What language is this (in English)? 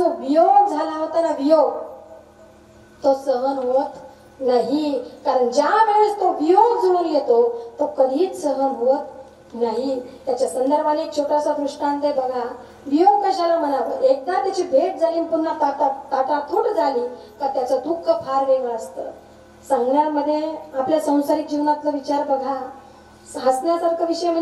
Marathi